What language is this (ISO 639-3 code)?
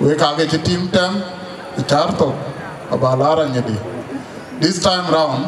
din